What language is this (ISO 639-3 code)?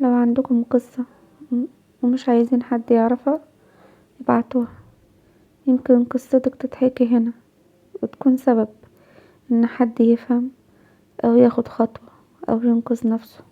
arz